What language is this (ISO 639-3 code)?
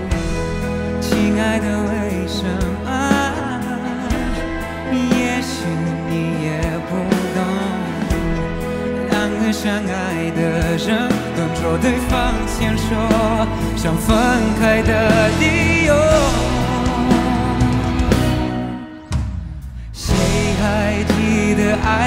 zho